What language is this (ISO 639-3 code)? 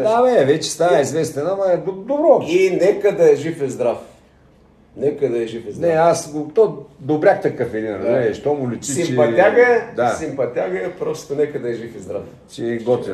bul